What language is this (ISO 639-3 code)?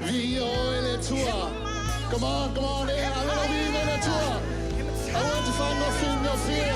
smo